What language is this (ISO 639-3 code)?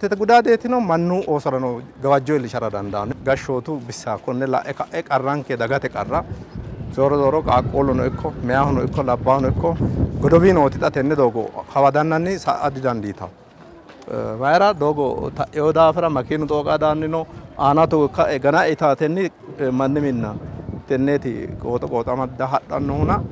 sid